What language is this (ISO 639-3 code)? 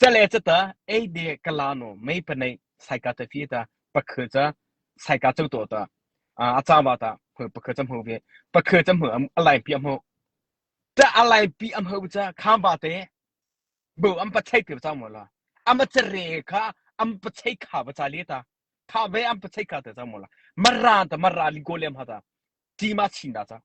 mrh